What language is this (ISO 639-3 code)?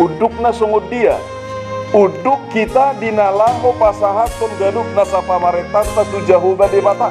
bbc